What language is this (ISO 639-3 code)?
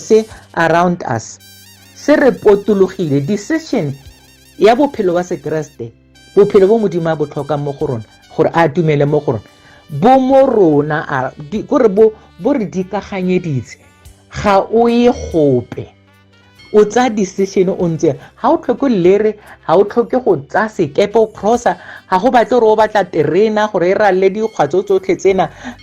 tsn